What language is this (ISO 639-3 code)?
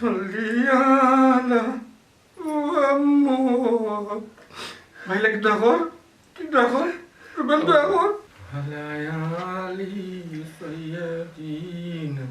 syl